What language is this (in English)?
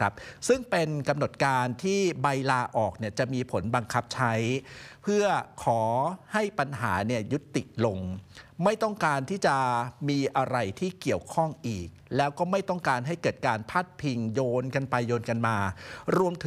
Thai